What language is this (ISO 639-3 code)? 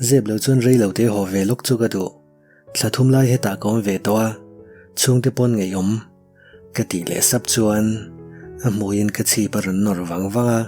lus